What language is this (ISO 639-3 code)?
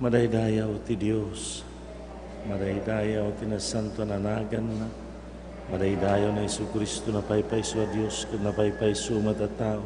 ilo